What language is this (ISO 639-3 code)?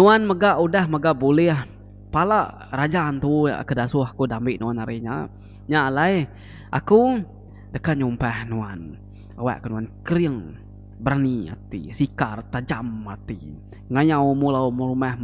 iba